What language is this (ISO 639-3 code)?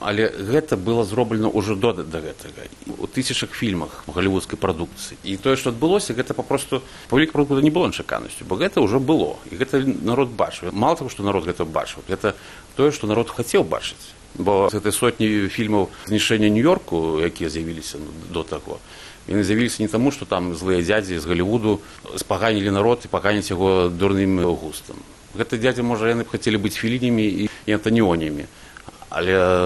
bel